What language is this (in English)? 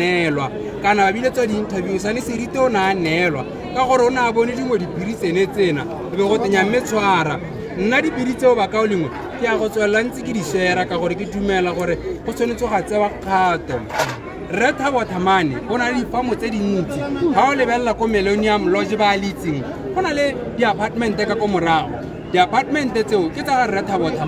Tswana